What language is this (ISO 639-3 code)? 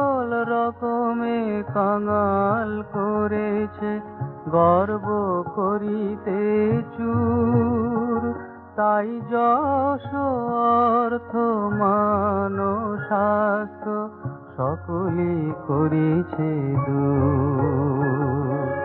ben